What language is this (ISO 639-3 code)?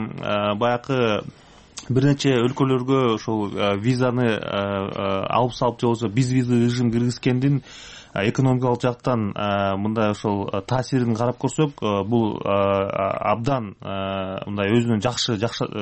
kir